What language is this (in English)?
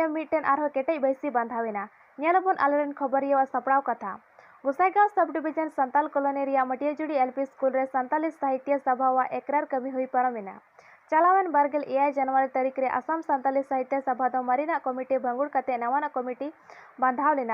Santali